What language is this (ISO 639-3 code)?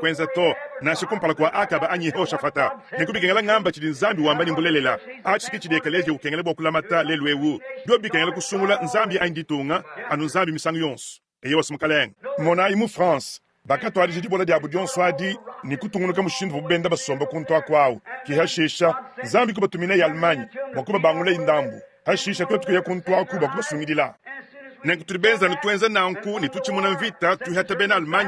lua